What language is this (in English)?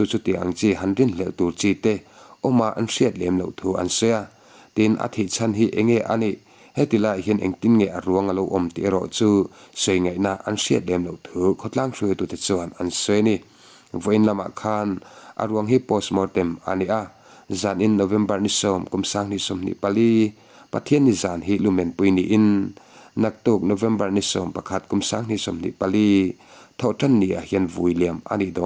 Mizo